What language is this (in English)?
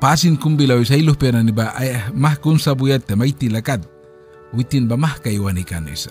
Mískito